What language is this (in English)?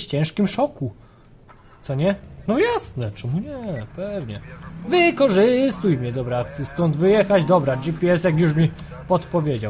Polish